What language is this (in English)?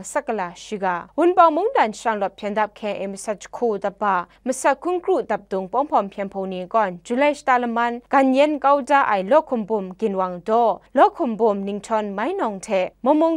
Kachin